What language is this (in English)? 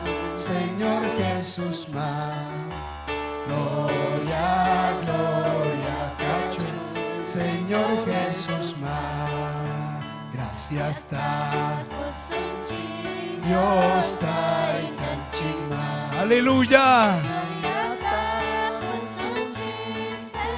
Ayacucho Quechua